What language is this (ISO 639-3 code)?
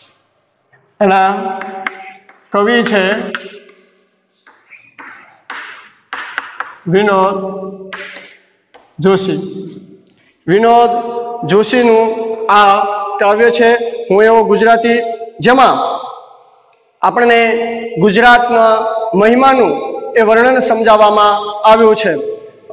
guj